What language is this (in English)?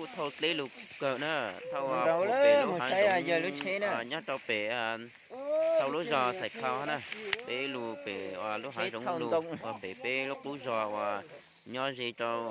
Hmong